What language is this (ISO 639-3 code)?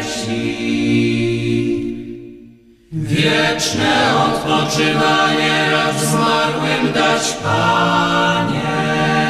pol